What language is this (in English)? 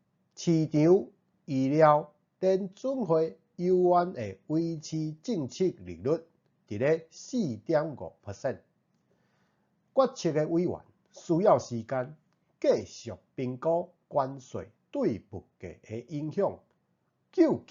Min Nan Chinese